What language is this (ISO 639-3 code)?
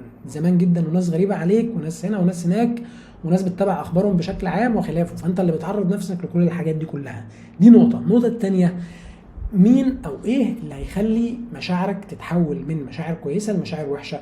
arz